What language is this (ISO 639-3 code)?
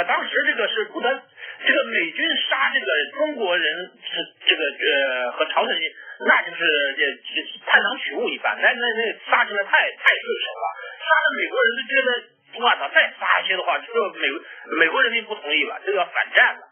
zho